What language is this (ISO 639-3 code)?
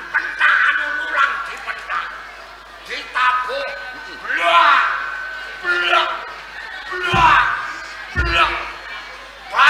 jav